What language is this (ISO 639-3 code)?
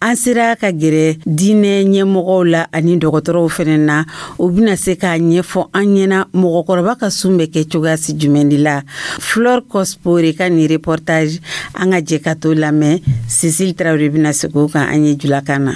dyu